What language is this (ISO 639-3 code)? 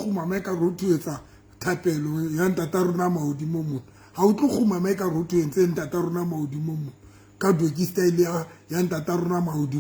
sot